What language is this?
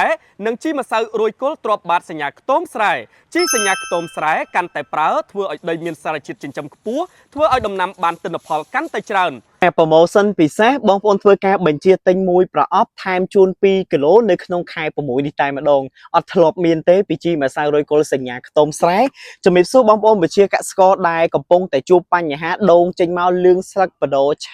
Khmer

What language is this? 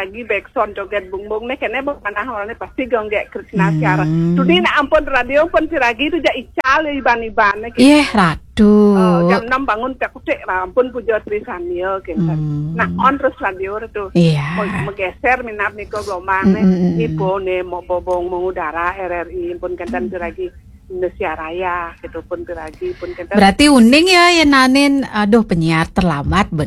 Balinese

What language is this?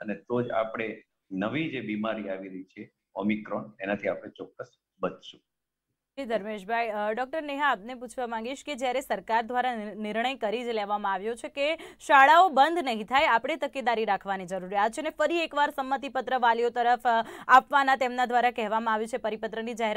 Gujarati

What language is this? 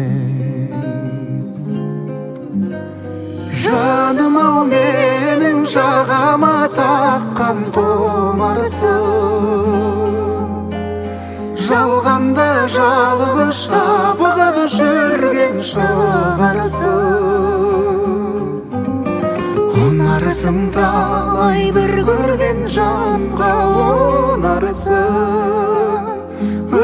Kazakh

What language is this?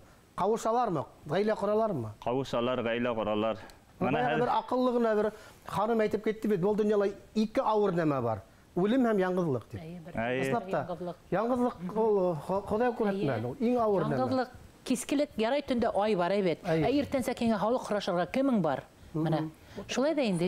Bashkir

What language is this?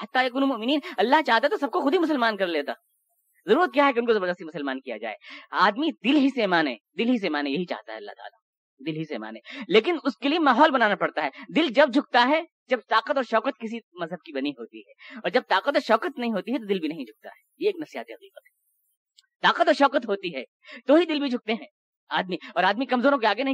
Urdu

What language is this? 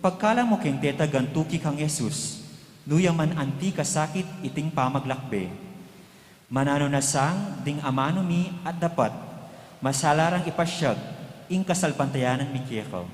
Pampanga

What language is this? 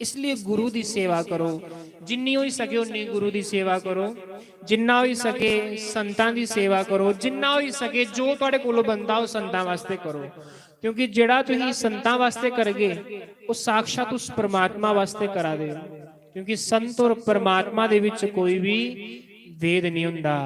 Dogri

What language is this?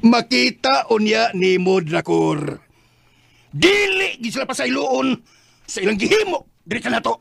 Cebuano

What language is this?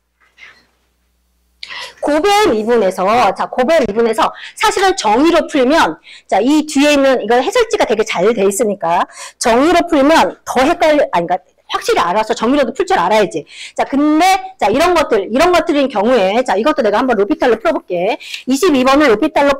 Korean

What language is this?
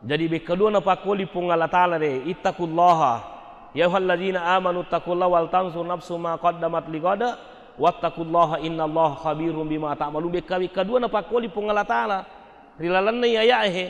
Buginese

